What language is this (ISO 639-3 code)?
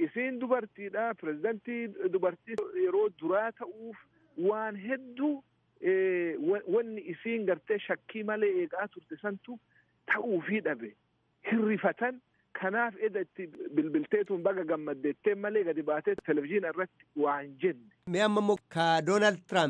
orm